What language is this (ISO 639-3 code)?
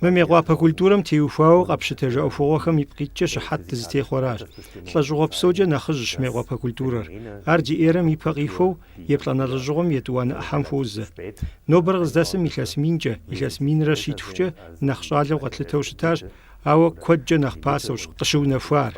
kbd